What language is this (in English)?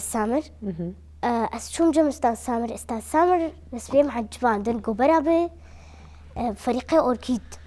Kurdish